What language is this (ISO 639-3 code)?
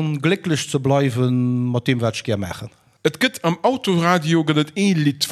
ltz